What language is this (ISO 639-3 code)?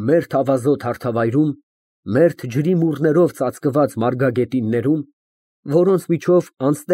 hye